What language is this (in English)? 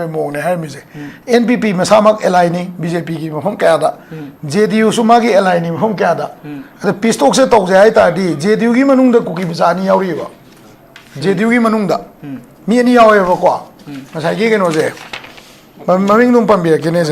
Manipuri